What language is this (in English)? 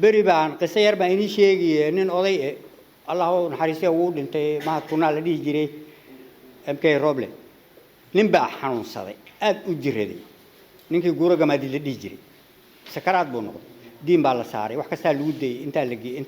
Somali